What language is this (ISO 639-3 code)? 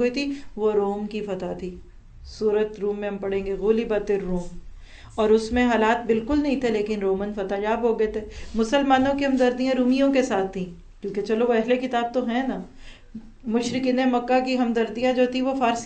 urd